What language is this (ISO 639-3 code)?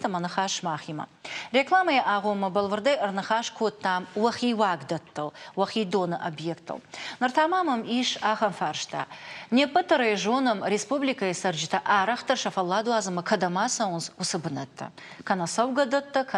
oss